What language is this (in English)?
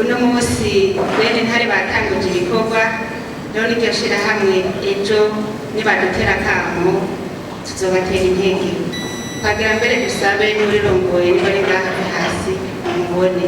Rundi